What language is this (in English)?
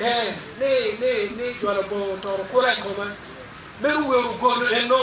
Acoli